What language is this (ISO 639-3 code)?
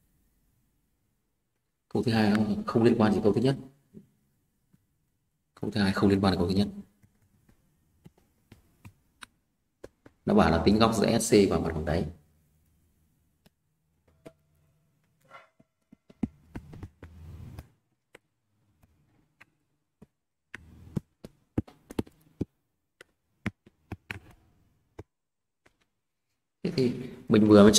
vie